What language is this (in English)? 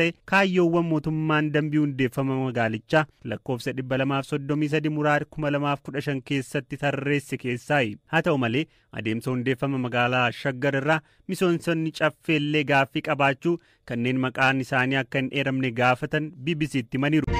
Oromo